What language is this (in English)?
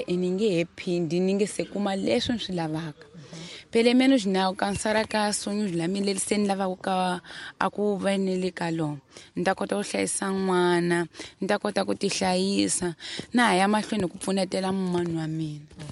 Tsonga